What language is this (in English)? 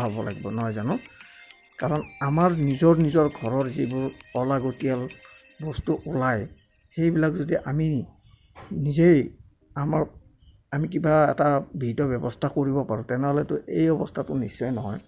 Assamese